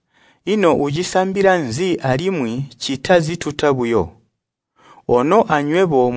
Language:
Tonga (Zambia)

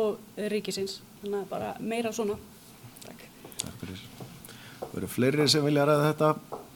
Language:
Icelandic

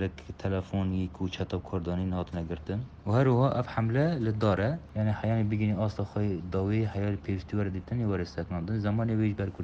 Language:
Kurdish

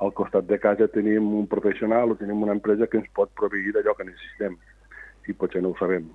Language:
Catalan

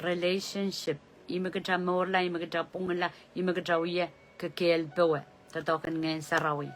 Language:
Pohnpeian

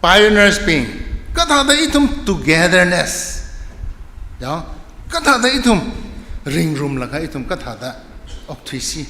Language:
Tangkhul Naga (India)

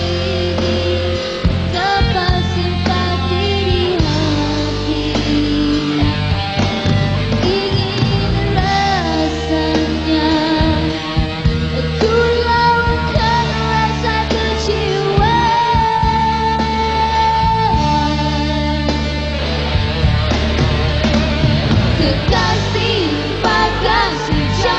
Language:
Malay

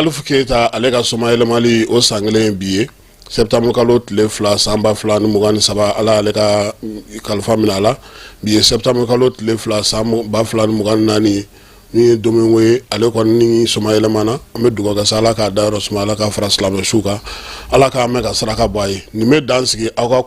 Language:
Bambara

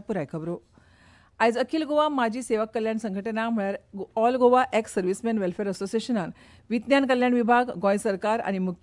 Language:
Konkani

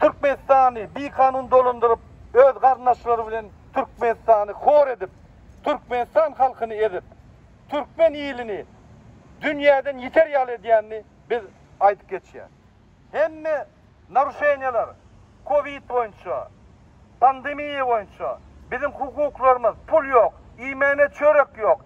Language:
Turkmen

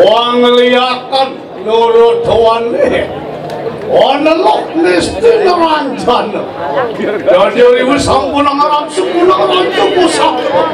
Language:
Balinese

